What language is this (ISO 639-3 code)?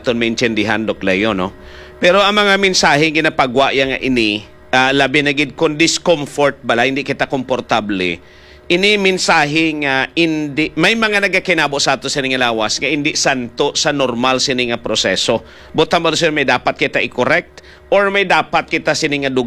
hil